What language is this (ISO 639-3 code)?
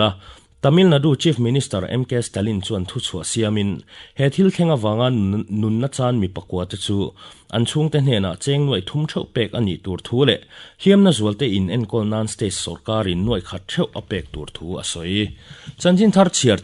lus